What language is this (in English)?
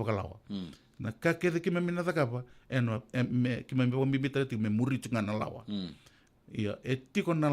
Fijian